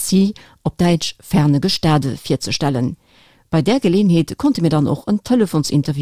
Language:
Luxembourgish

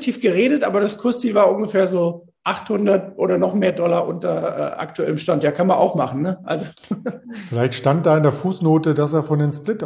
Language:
German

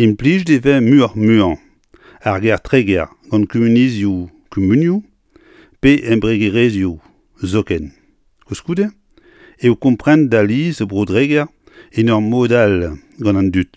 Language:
Breton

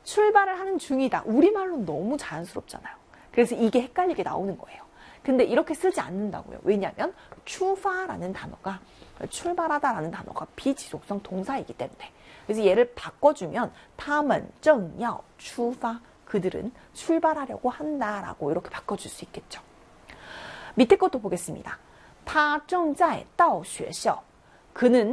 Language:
Korean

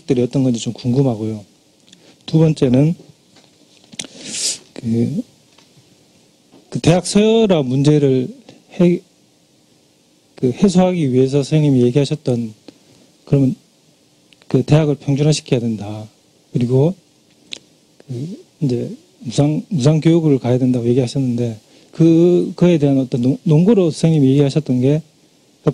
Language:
Korean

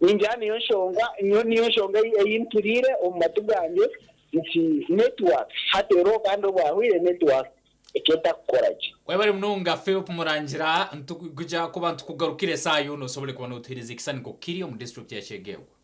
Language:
Nyankole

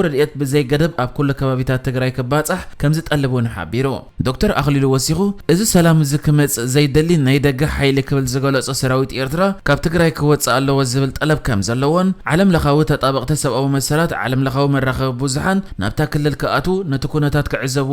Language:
Tigrinya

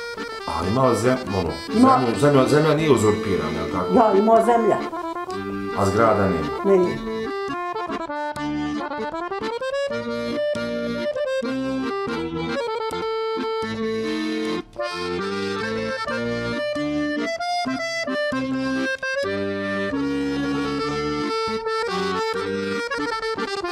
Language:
Bosnian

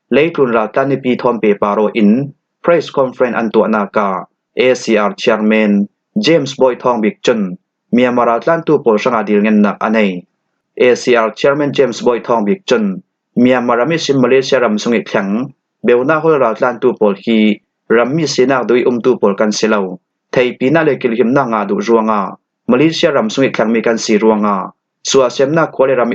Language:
Falam Chin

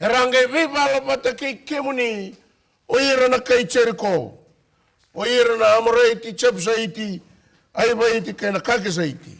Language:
Fijian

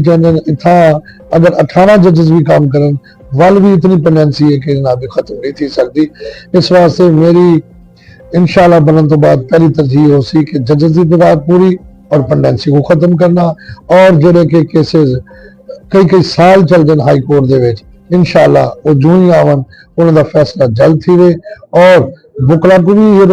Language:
Saraiki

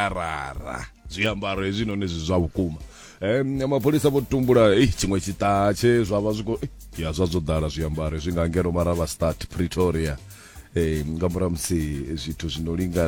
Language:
Venda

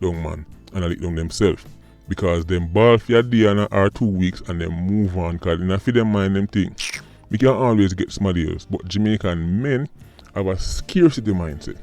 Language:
Jamaican Creole English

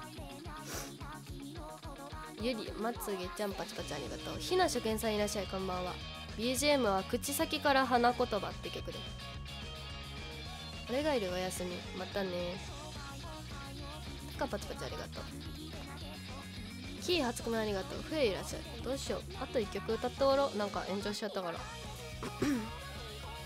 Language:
Japanese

